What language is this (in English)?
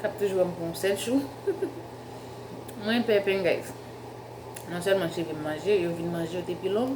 Haitian Creole